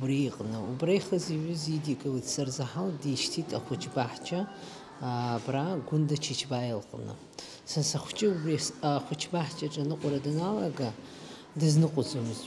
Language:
Abkhazian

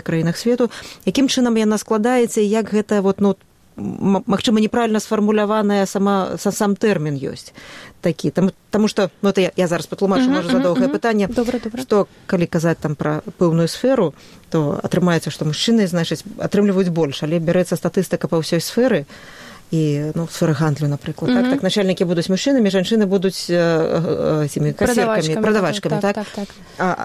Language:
Belarusian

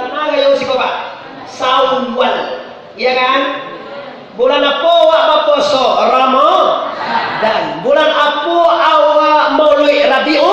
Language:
Minangkabau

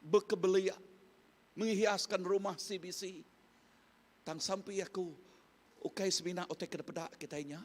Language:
Iban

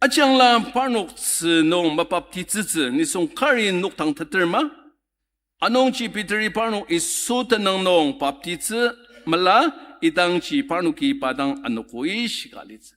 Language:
Ao Naga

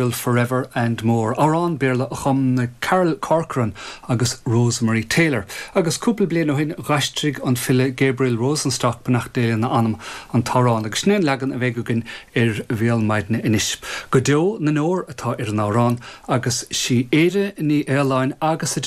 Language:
Irish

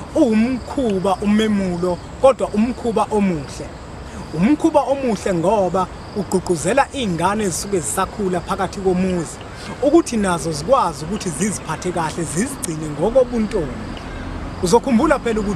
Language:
Zulu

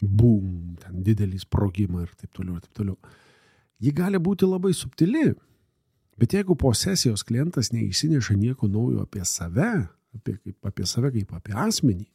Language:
Lithuanian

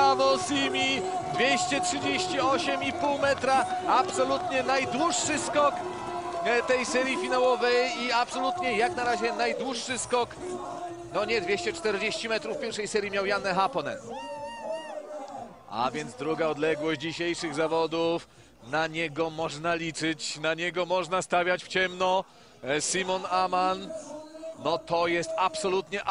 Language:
Polish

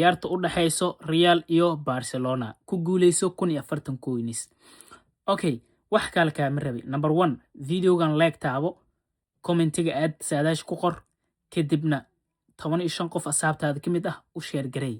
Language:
Somali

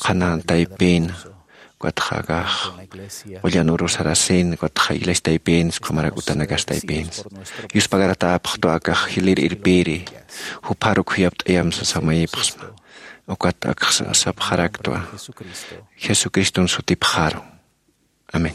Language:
Aymara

